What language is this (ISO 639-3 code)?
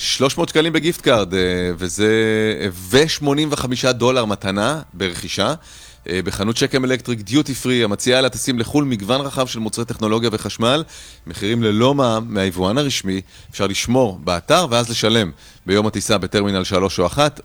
heb